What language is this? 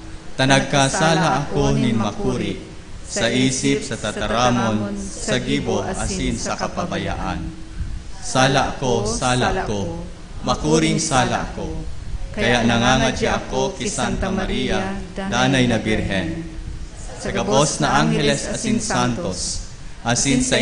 Bikol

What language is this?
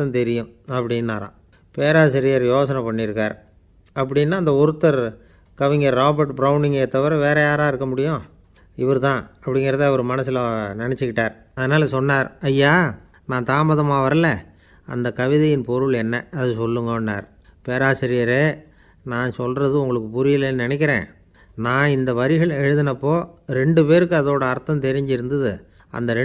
Tamil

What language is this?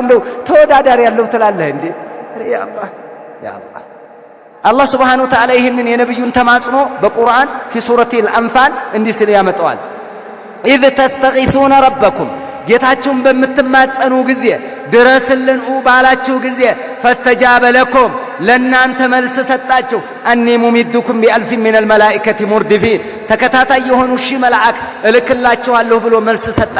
Amharic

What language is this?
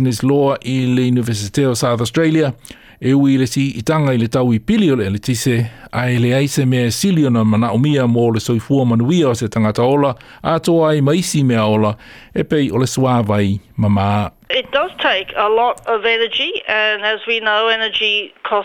Samoan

